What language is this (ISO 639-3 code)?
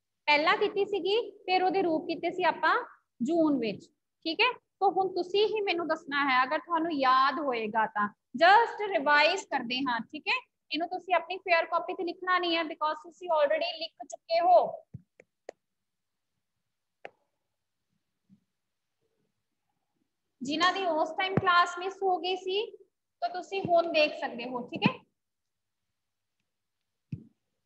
pan